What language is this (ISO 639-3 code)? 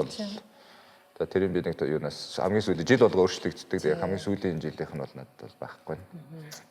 mon